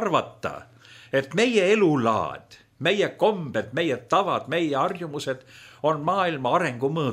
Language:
Estonian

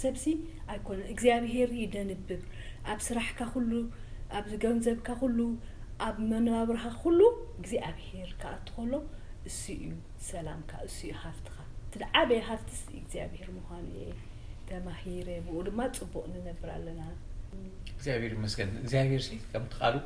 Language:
Tigrinya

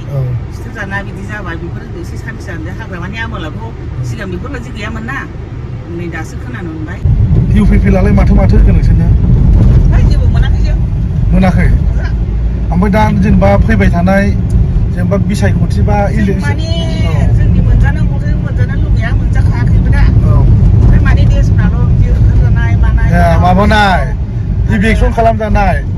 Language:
Bodo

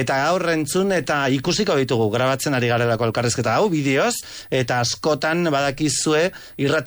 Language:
Basque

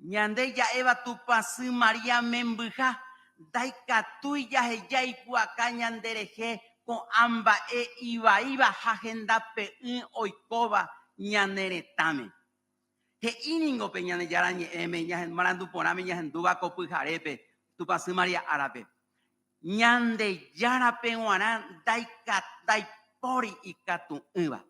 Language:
Guarani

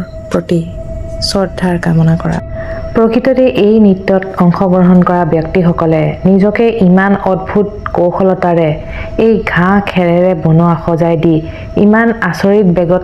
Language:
Assamese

